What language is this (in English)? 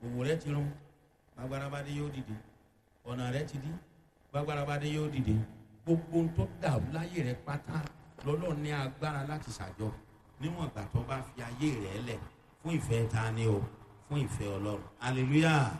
Yoruba